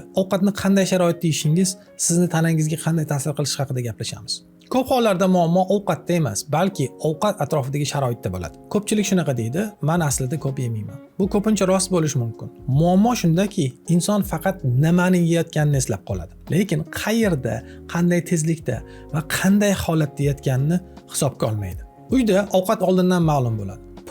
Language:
Uzbek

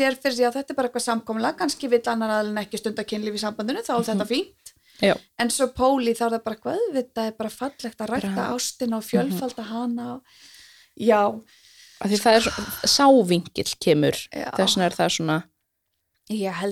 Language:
Icelandic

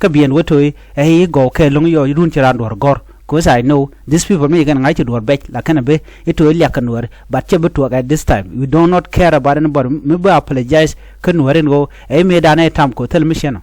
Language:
Nuer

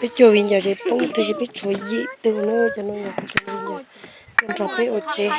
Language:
Hmong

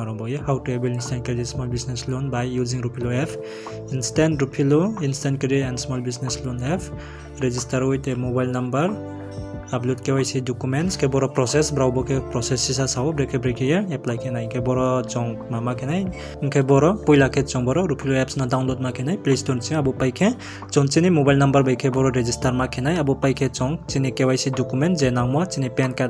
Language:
Riang (India)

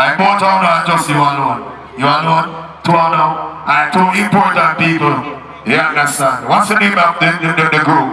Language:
Jamaican Creole English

